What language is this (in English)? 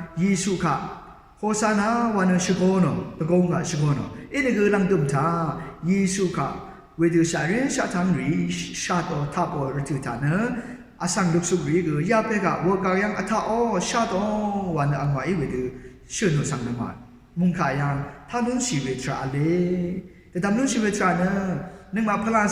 Rawang